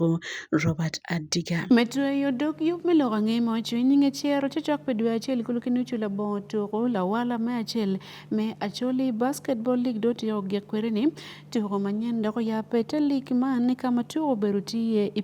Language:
Acoli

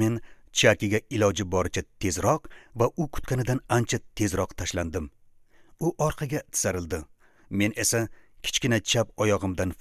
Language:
Uzbek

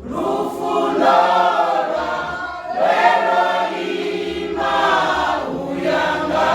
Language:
Venda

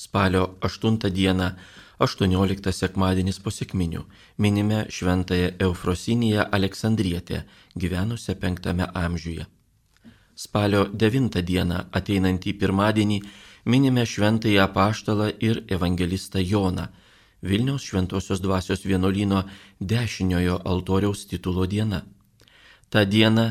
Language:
Lithuanian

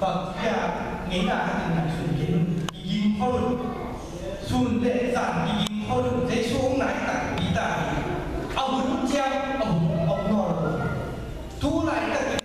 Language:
Tedim Chin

